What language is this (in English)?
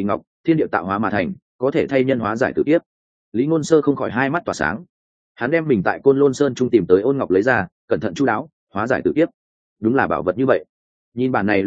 Vietnamese